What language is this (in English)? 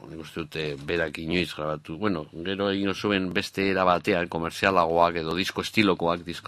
Basque